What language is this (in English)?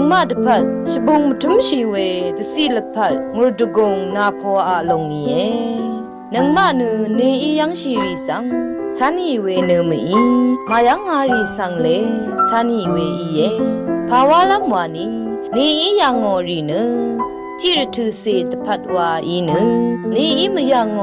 Rawang